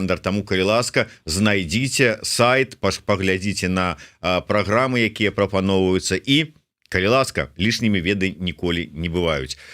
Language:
Belarusian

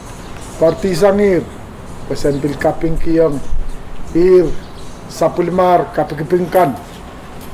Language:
Pohnpeian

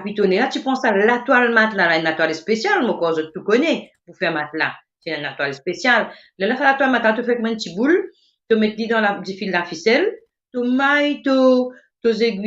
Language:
Morisyen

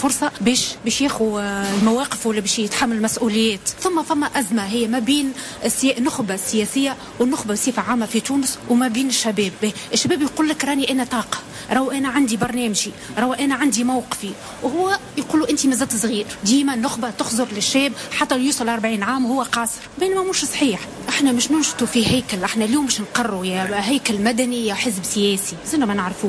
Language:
Tunisian Arabic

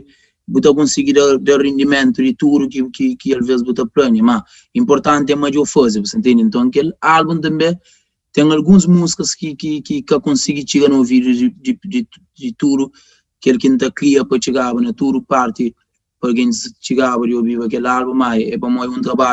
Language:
Kabuverdianu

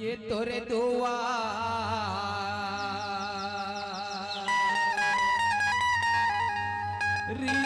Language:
Chhattisgarhi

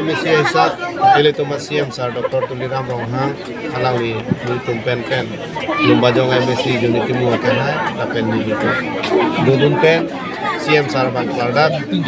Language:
Karbi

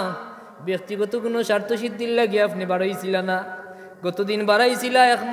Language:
Sylheti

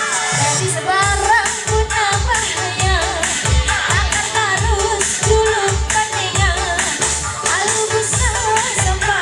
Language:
Ma'anyan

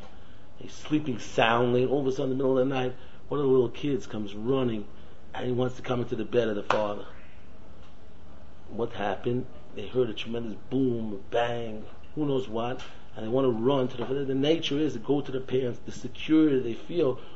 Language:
English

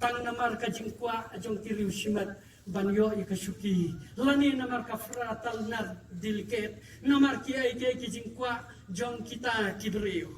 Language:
Khasi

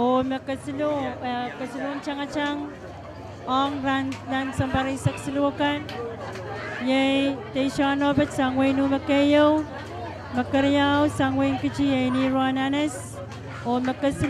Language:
Pohnpeian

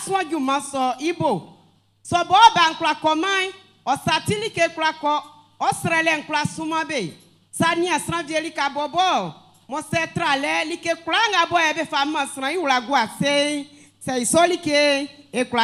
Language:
Baoulé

